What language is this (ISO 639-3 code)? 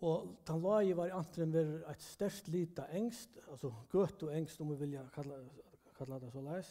fao